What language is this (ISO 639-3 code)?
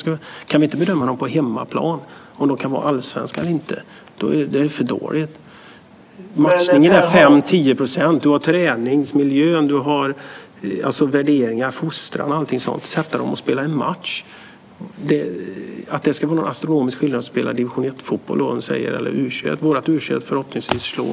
swe